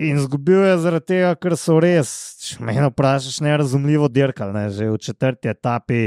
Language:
Slovenian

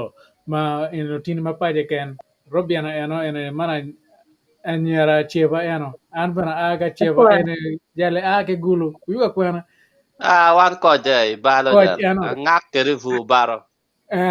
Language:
Acoli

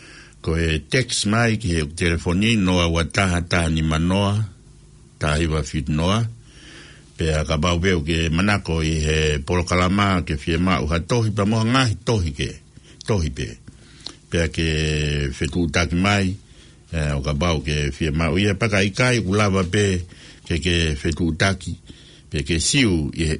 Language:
Tongan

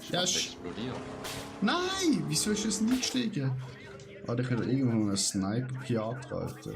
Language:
Swiss German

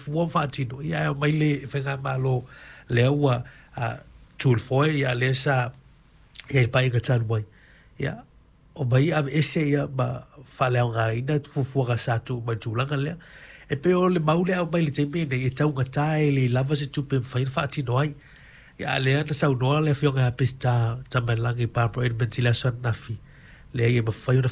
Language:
Samoan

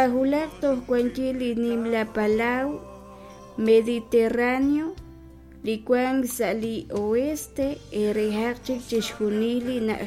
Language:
Kekchí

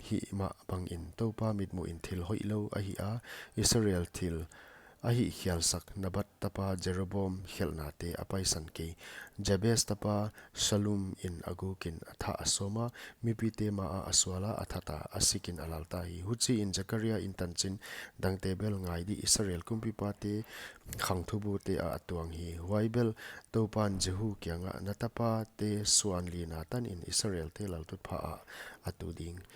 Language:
Paite Chin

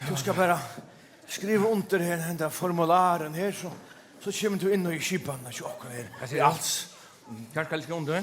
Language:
Faroese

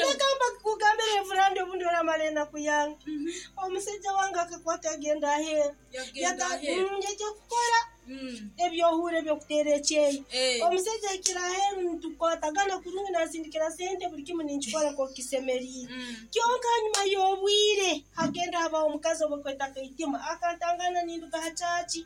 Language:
Nyankole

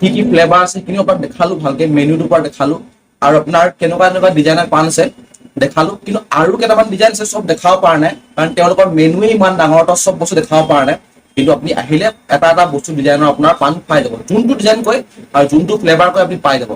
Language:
Assamese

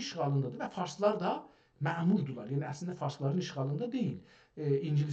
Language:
South Azerbaijani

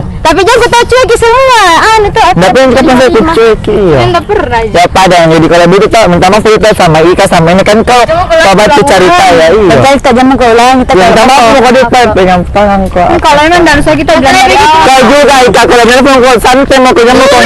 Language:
Makassar Malay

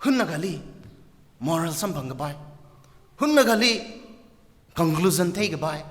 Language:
Tangkhul Naga (India)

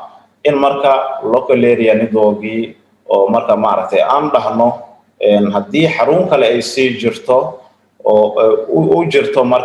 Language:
Somali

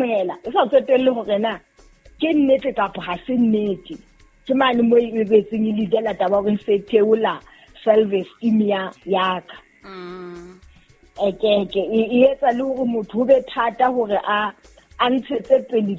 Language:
Southern Sotho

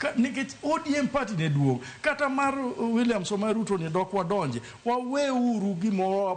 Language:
Luo (Kenya and Tanzania)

